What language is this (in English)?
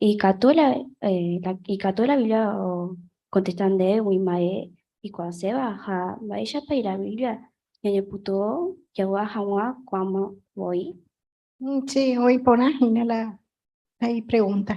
Guarani